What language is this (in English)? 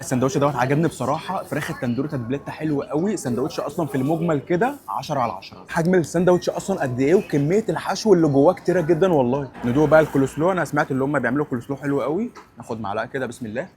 Egyptian Arabic